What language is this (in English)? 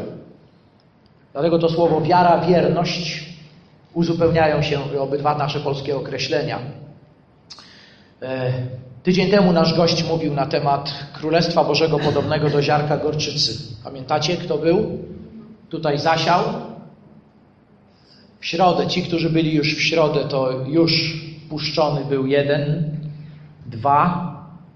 Polish